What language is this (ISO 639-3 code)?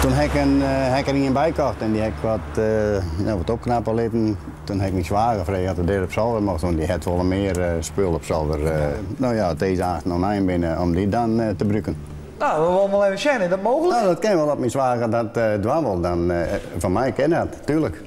fry